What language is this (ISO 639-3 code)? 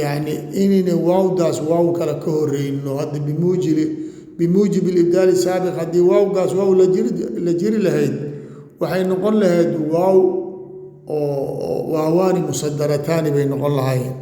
som